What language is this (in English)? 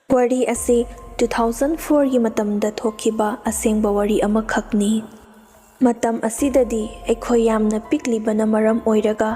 Manipuri